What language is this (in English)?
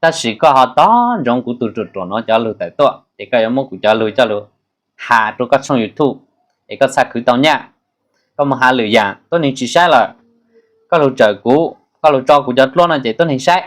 Hmong